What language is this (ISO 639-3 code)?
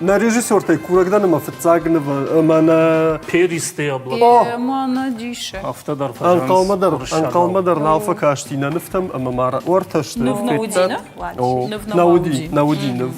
oss